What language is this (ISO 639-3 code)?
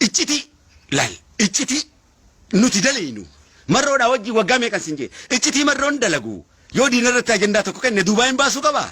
orm